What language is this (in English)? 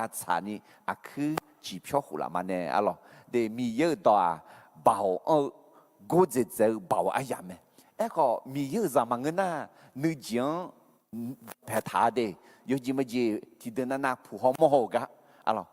Akha